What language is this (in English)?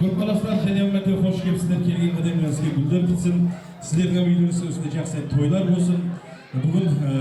Kara-Kalpak